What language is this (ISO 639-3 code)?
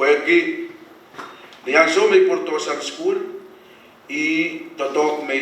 pon